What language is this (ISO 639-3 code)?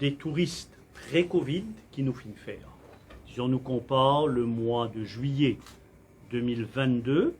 mfe